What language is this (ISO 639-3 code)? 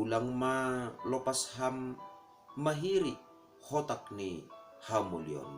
bts